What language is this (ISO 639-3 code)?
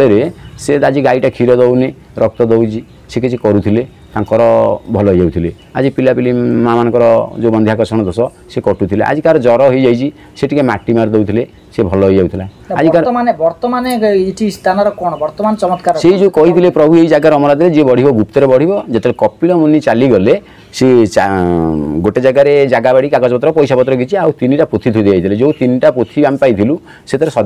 ori